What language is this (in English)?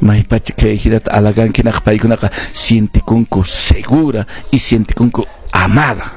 Quechua